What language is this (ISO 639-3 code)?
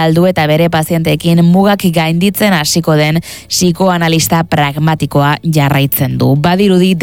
eus